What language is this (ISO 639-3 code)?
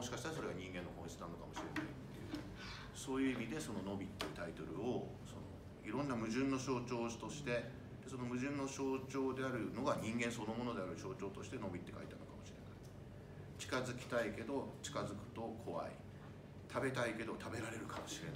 jpn